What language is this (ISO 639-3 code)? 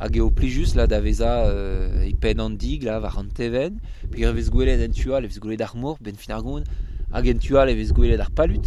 bre